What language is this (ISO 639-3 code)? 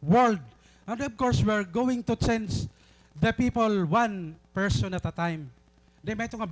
war